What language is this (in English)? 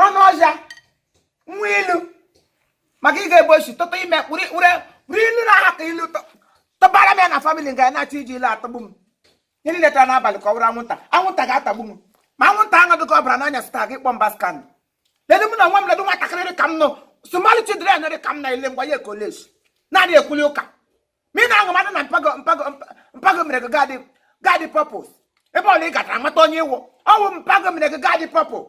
Igbo